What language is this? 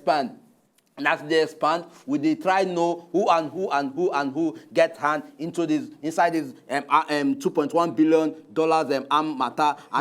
Nigerian Pidgin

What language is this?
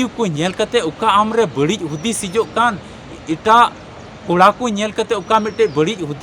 Santali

